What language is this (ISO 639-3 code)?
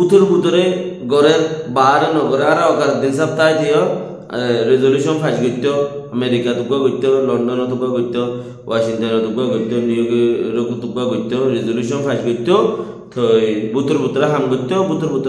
rhg